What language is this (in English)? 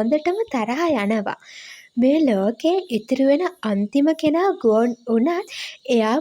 Sinhala